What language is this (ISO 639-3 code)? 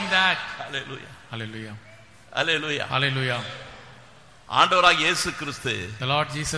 tam